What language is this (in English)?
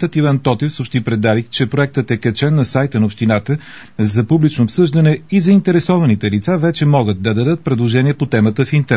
Bulgarian